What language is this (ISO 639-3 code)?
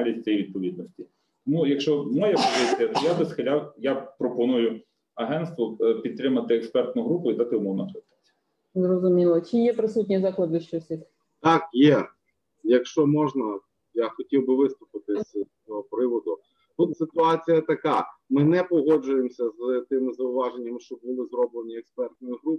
ukr